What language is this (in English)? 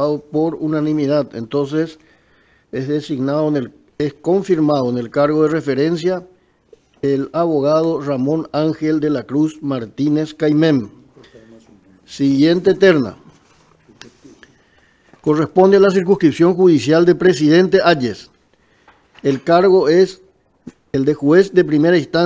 Spanish